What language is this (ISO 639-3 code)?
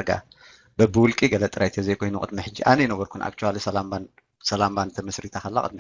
tir